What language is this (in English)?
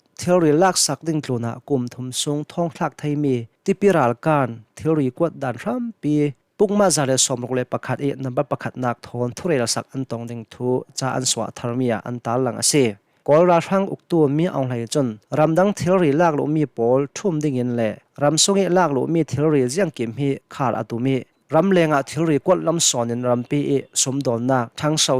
Hakha Chin